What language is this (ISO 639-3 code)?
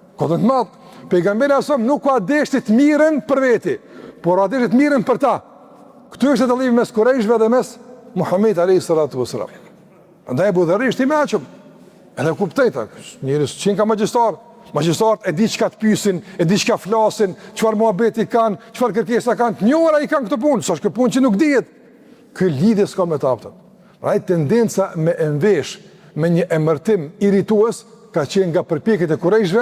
sqi